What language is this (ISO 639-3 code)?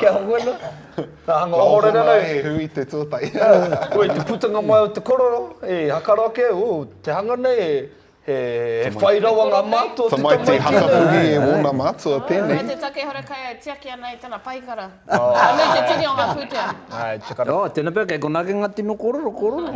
mri